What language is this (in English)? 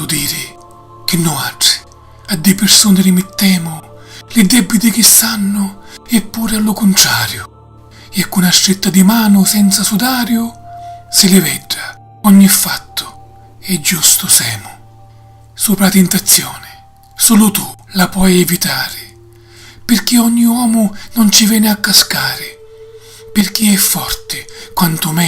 Sicilian